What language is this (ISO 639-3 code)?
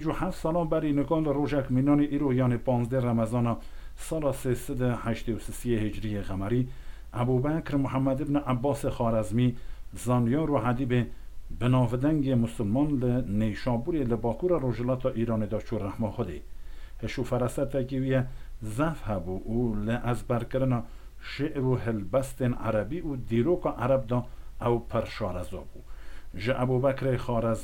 kur